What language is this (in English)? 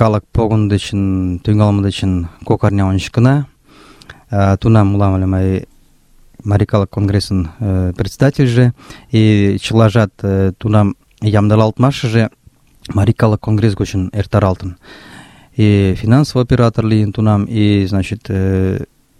Mari